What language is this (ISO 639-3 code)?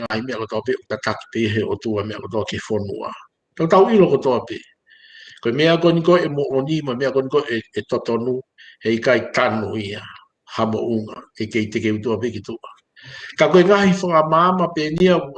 ton